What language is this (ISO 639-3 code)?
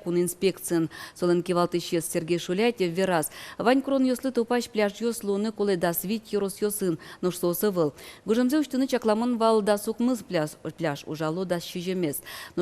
udm